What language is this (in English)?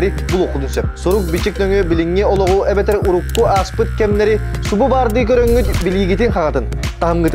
Yakut